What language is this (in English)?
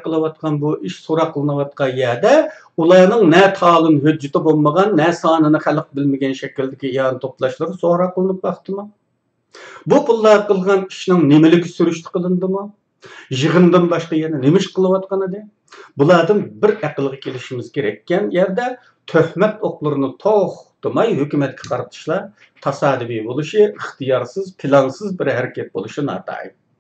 Uyghur